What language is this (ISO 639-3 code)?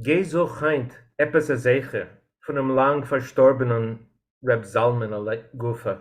yid